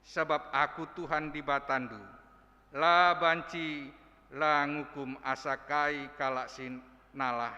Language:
Batak Karo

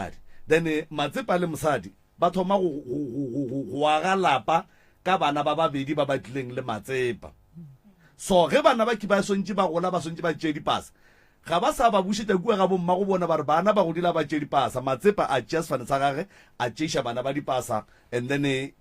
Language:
Northern Sotho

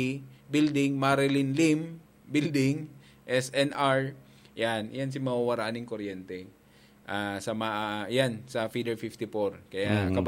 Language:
Bikol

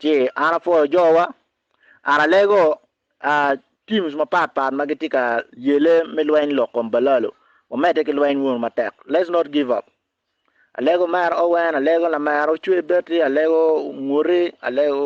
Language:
Acoli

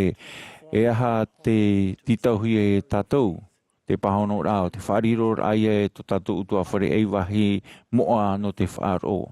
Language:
Tahitian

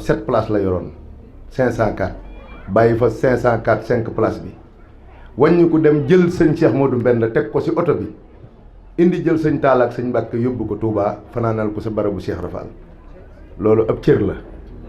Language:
Wolof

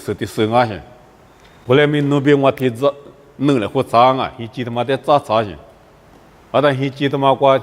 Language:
Lisu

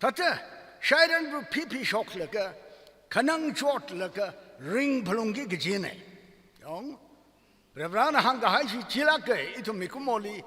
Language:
Tangkhul Naga (India)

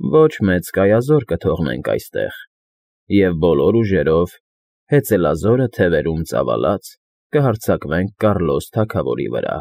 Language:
Armenian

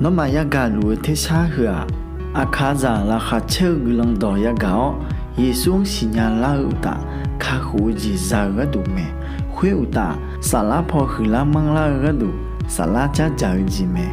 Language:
Akha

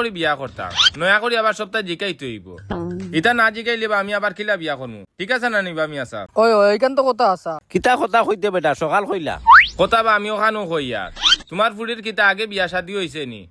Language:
Sylheti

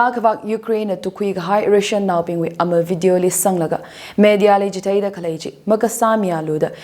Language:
Tangkhul Naga (India)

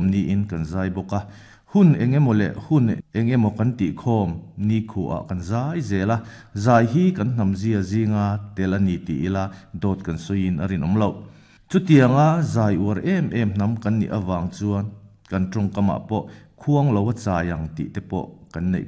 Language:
Mizo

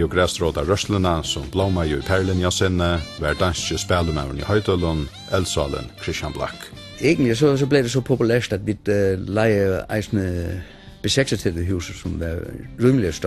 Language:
Faroese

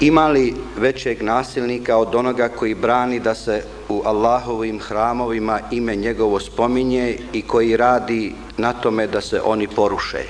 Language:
Bosnian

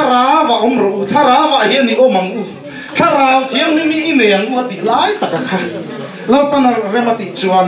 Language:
Mizo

